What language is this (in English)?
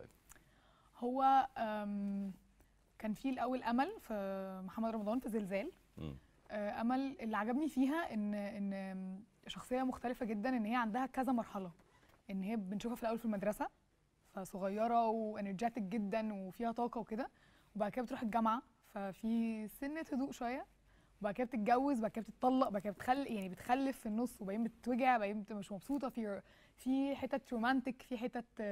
Egyptian Arabic